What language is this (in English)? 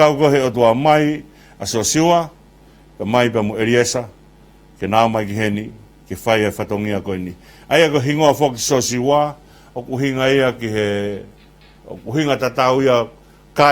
Tongan